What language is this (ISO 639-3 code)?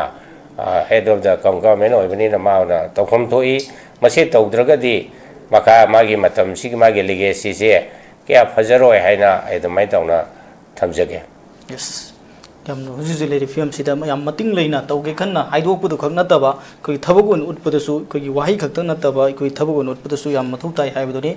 mni